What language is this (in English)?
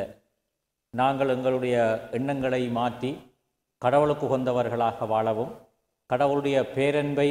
Tamil